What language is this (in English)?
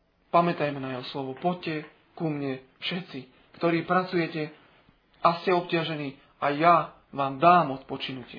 Slovak